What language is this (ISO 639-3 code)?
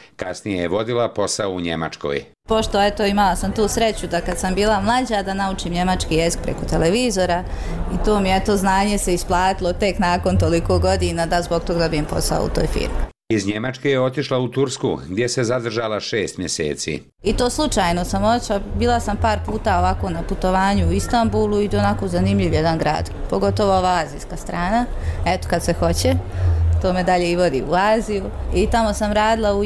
bos